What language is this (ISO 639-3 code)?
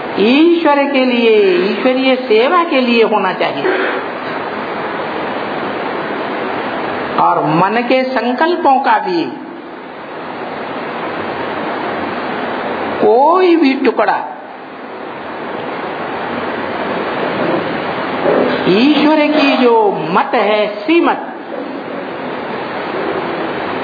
hin